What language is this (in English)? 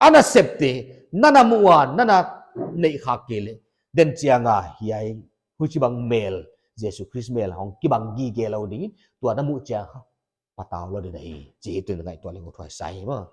Paite Chin